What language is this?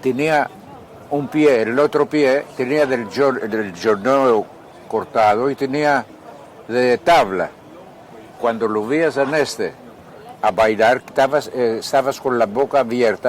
Ladino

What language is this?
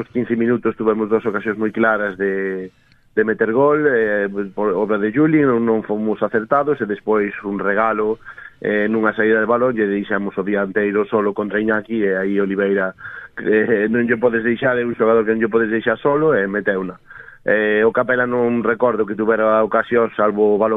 Galician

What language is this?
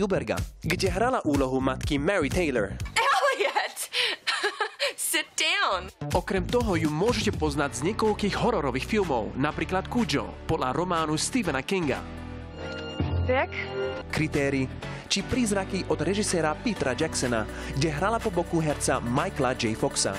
Slovak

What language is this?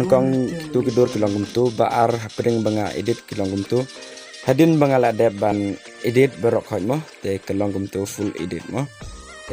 Khasi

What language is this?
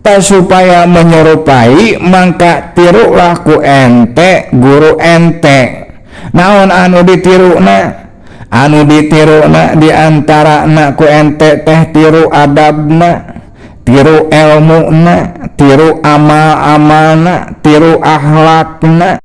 Sundanese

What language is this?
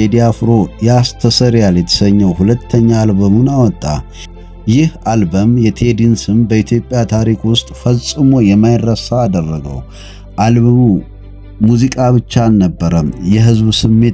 Amharic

